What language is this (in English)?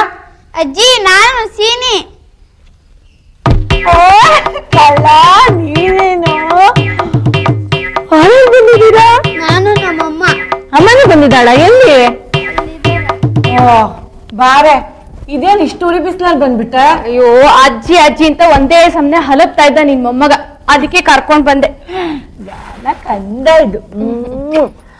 Kannada